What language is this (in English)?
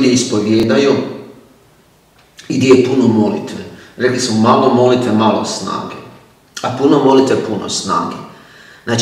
Croatian